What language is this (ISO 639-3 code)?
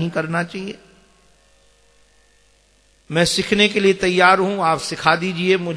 hin